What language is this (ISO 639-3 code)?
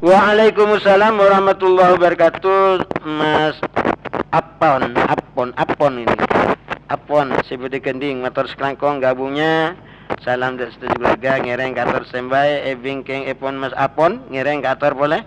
mad